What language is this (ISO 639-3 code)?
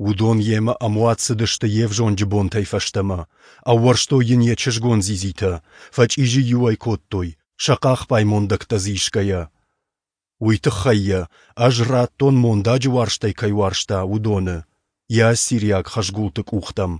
oss